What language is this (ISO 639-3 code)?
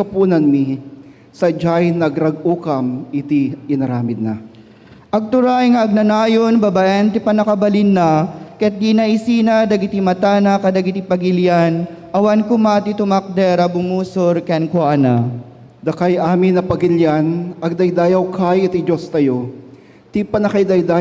ilo